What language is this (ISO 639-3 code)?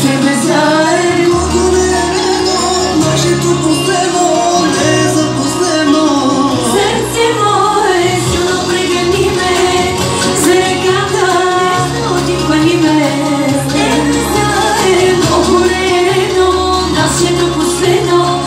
bul